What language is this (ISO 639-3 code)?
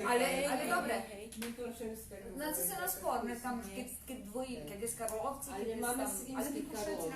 rue